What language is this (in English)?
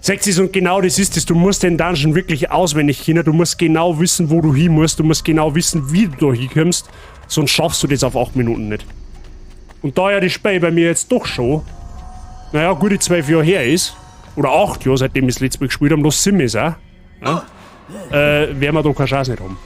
Bavarian